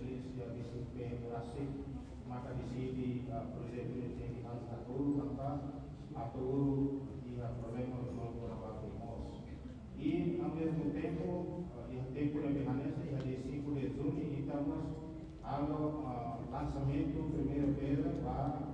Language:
Tetum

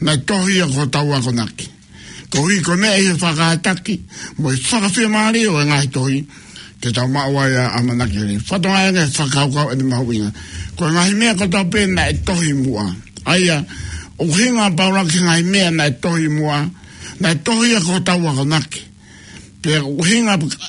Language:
Tongan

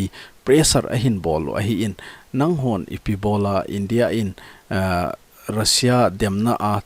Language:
Thado Chin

